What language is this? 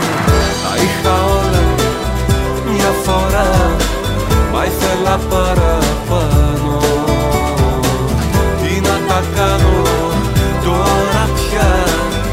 Greek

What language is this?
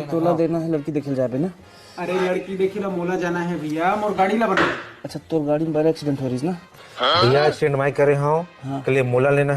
Chhattisgarhi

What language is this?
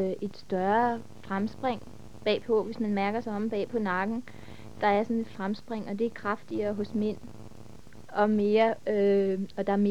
Danish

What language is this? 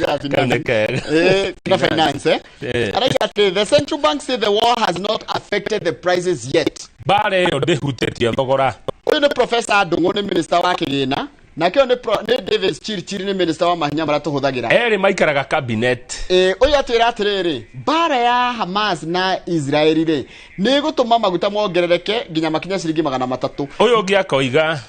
Kikuyu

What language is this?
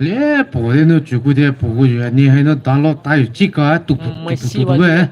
Poumei Naga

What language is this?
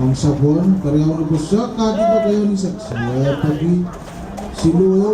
Pohnpeian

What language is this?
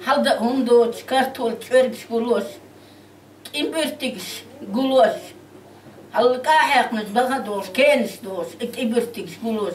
Chechen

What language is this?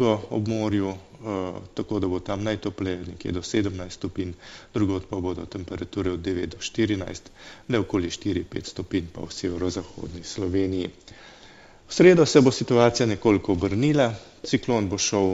Slovenian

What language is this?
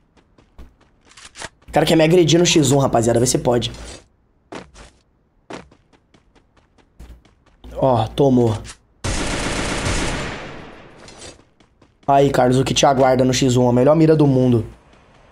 Portuguese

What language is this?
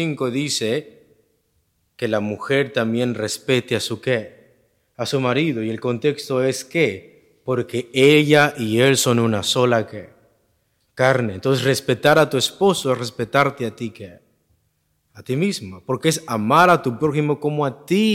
Spanish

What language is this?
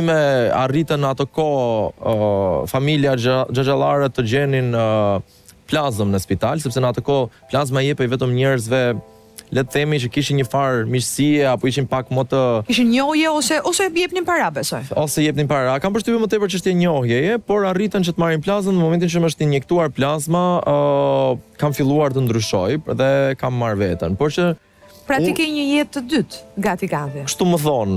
Albanian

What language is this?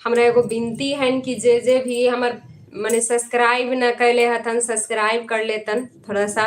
Magahi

